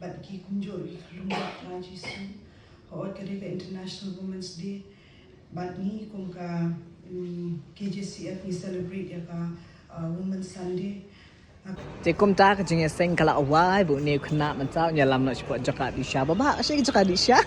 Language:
Khasi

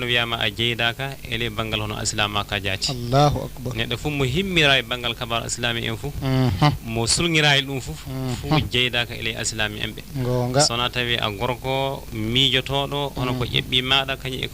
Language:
Fula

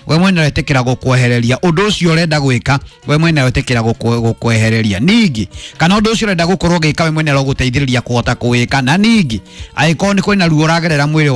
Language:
Kikuyu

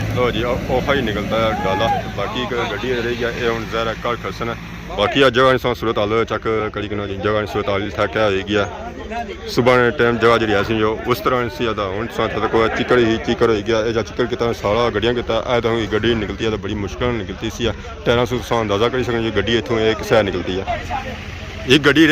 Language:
Pahari-Potwari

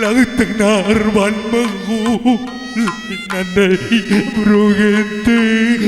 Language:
Batak Karo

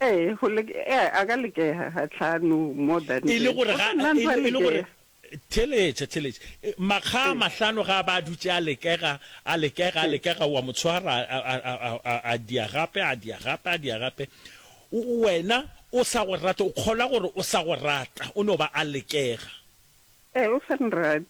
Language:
Northern Sotho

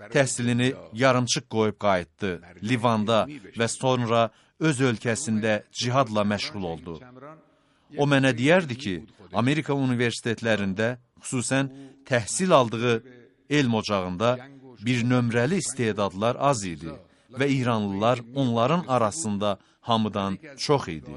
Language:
Azerbaijani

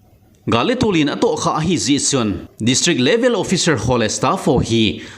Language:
Thado Chin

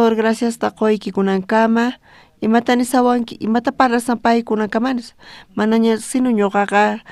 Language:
South Bolivian Quechua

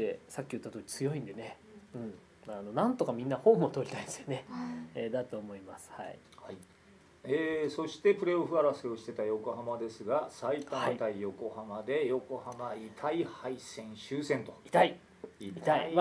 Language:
Japanese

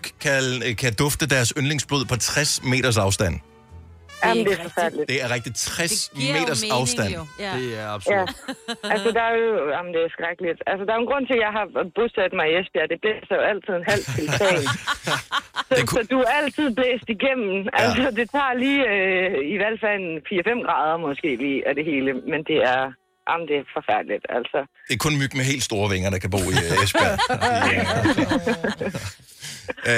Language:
Danish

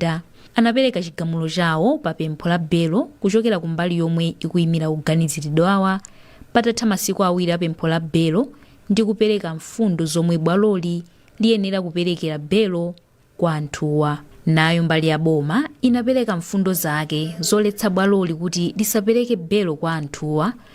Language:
Nyanja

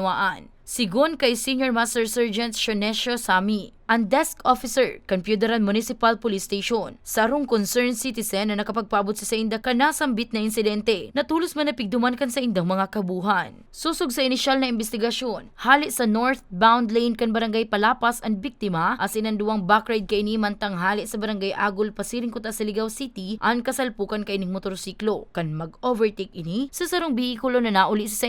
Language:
Bikol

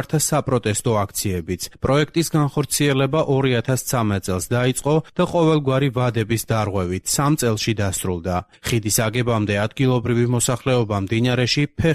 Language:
Georgian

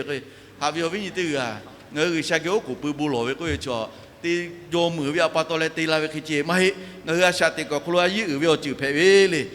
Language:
Lahu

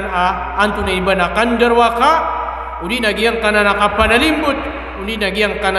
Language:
Maranao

